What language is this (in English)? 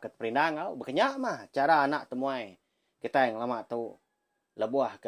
Iban